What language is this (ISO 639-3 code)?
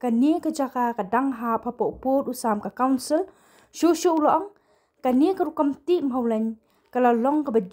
kha